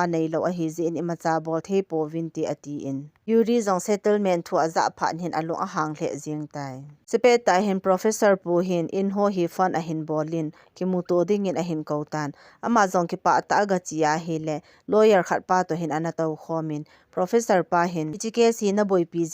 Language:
Thado Chin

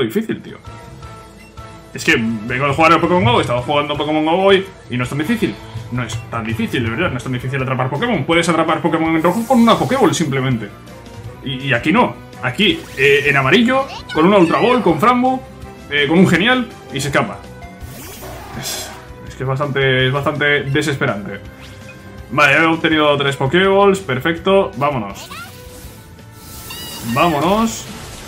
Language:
Spanish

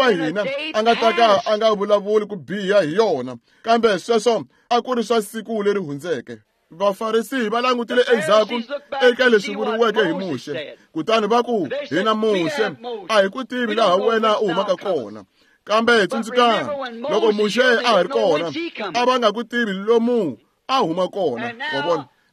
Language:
Tsonga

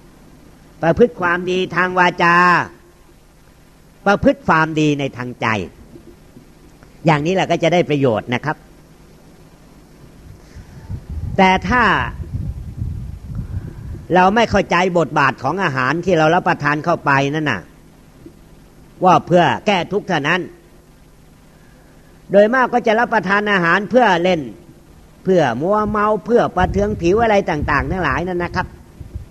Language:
Thai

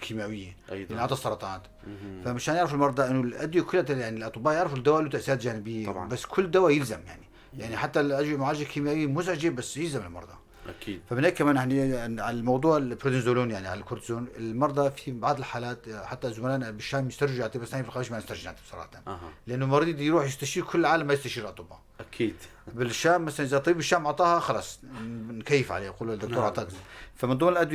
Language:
North Levantine Arabic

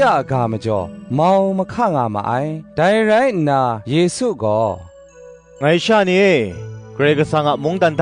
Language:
Kachin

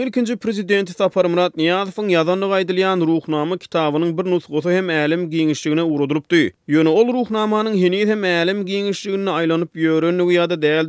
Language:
Turkmen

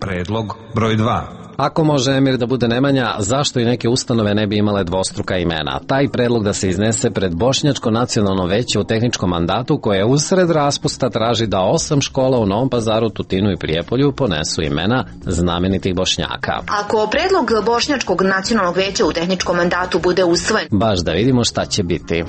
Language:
Serbian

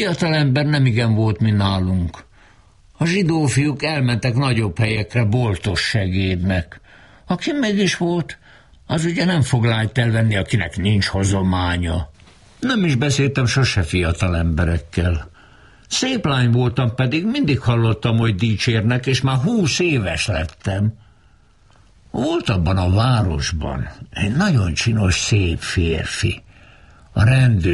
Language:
Hungarian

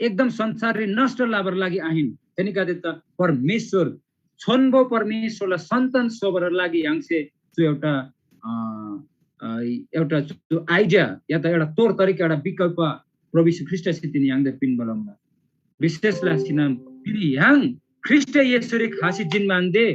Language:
Eastern Tamang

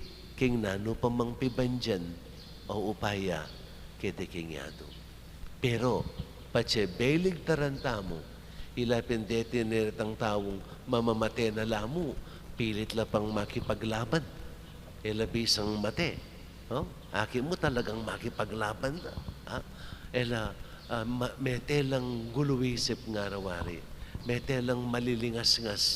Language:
Pampanga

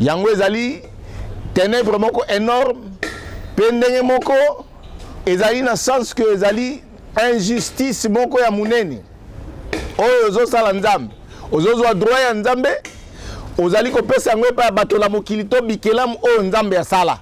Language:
Lingala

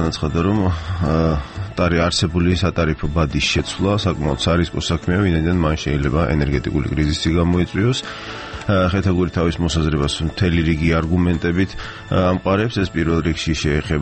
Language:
Georgian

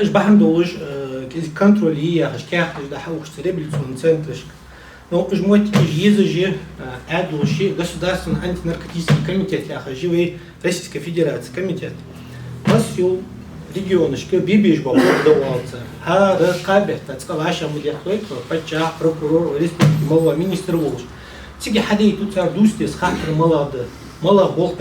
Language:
Ingush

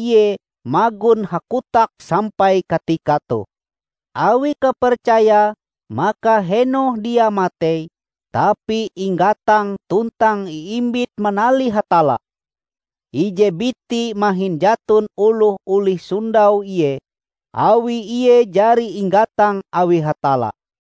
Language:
Ngaju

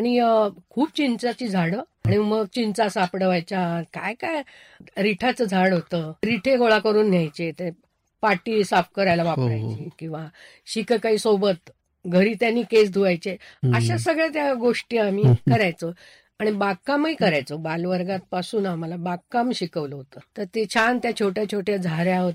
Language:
Marathi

